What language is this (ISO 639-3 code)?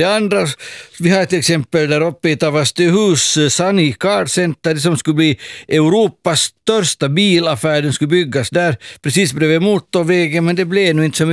swe